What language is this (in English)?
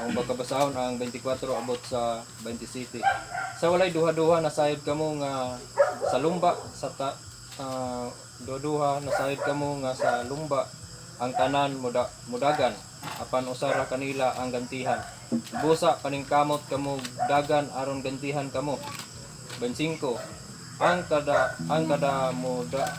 Cebuano